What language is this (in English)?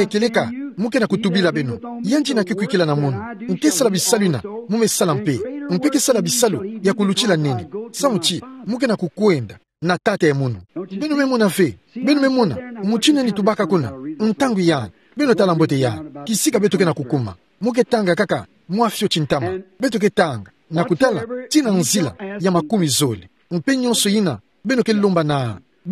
Kituba (Democratic Republic of Congo)